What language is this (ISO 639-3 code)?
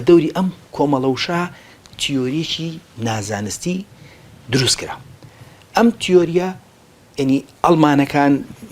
ckb